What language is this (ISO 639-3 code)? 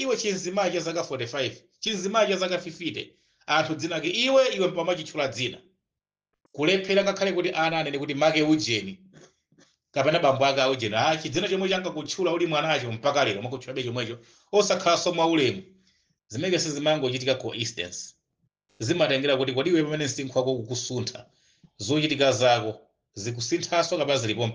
nya